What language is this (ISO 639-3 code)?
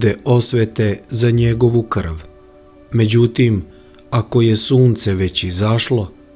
srp